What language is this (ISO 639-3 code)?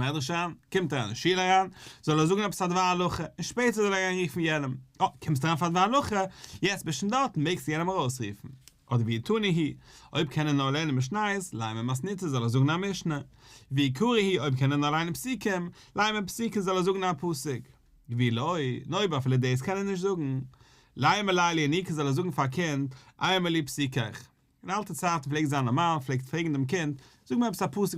yid